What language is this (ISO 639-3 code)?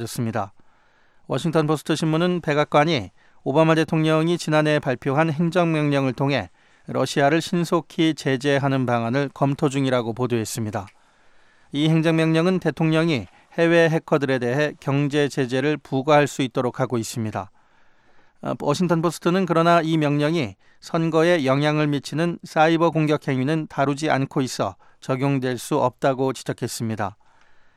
kor